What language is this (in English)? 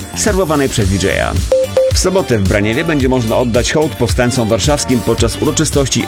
Polish